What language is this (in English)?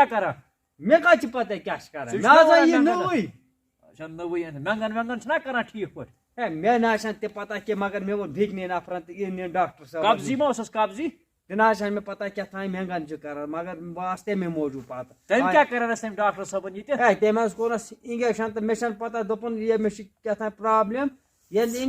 Kashmiri